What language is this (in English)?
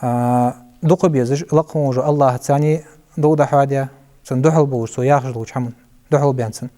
Ingush